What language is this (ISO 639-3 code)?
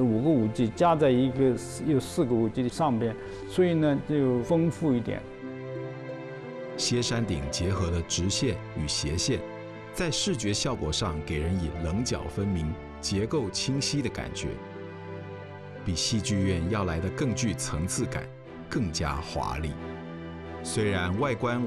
zho